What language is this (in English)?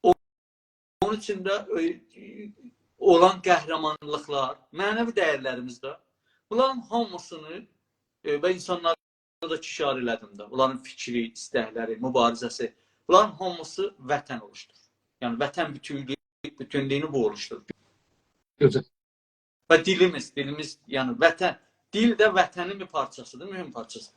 South Azerbaijani